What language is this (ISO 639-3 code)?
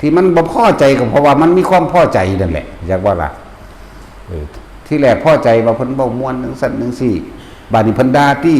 tts